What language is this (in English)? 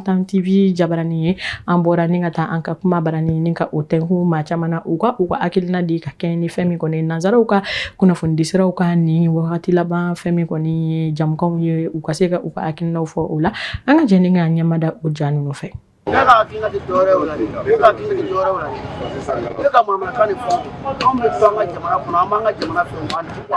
Bambara